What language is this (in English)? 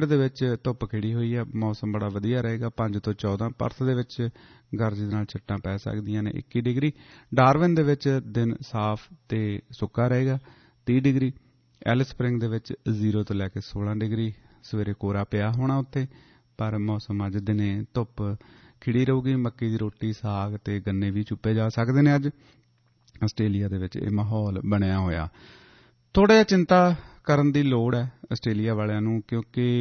Punjabi